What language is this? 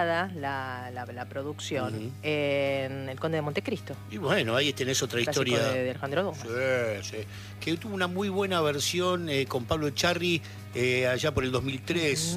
Spanish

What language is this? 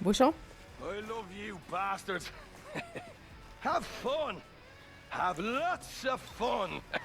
Swiss German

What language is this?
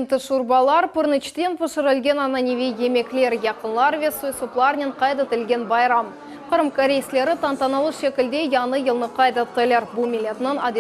Crimean Tatar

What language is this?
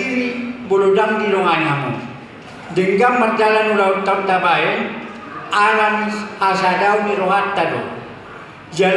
Batak Toba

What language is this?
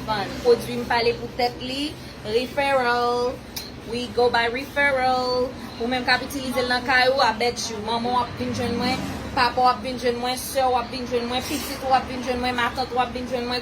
Haitian Creole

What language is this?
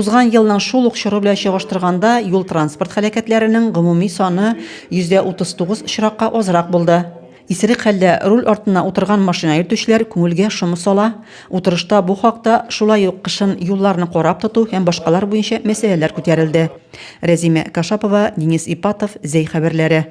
Tatar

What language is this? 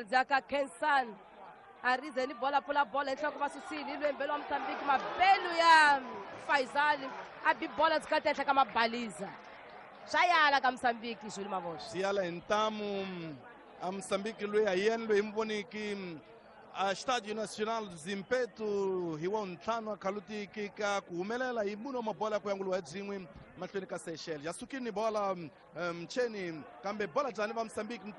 Tsonga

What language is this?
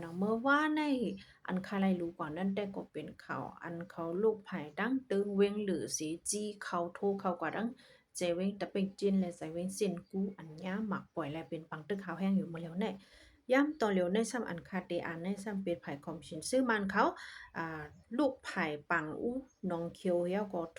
Shan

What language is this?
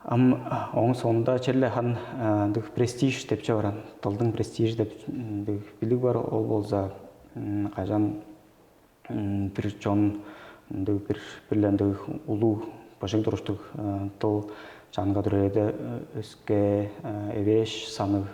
Tuvinian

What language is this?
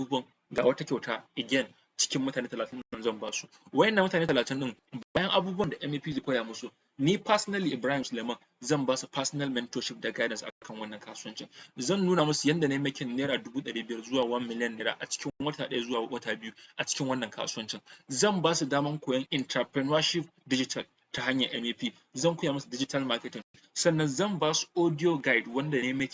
Hausa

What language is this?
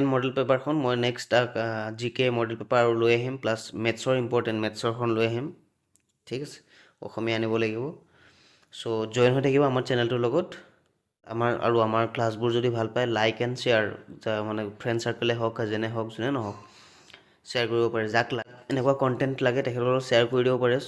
Assamese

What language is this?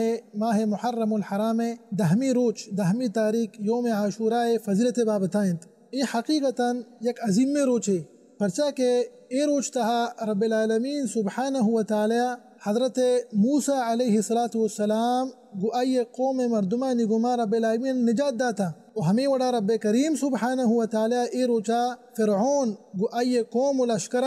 Baluchi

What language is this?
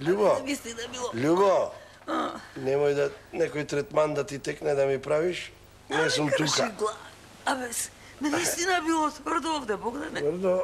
Macedonian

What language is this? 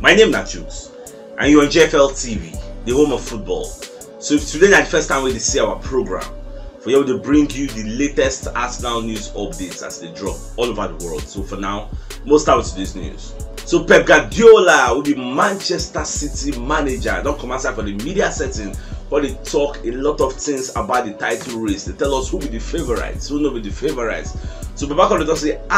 Nigerian Pidgin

